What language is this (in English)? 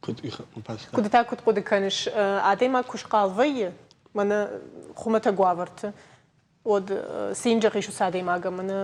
Ossetic